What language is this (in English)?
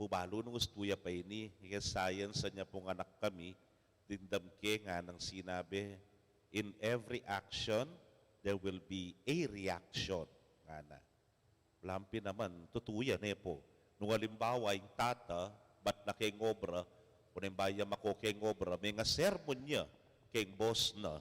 Pampanga